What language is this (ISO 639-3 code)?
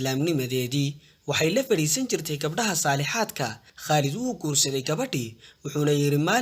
som